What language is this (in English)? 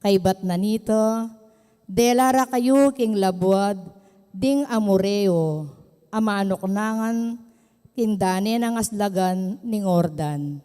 Pampanga